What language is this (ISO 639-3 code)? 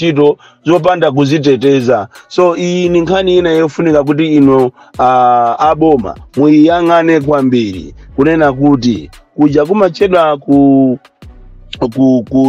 nya